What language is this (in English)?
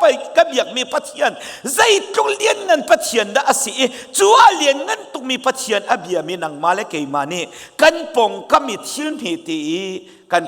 Hakha Chin